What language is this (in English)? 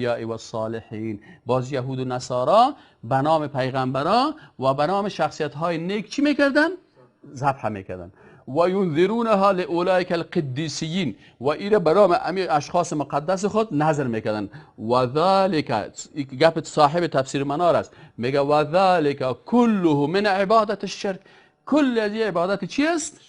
Persian